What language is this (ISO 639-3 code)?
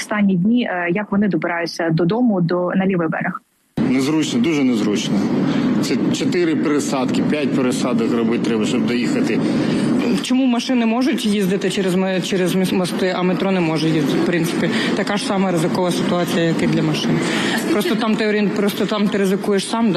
ukr